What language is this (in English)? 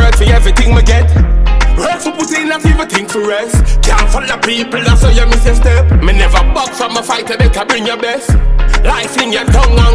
Jamaican Creole English